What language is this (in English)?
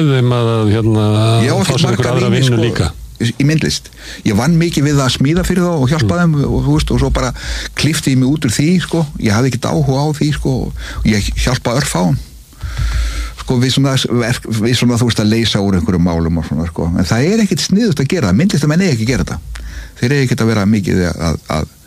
Icelandic